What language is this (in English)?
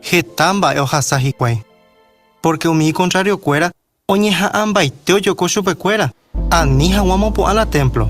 Guarani